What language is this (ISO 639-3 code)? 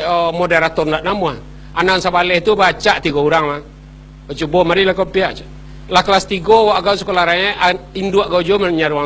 min